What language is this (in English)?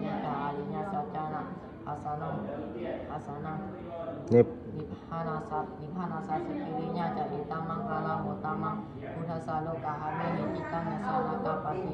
Pali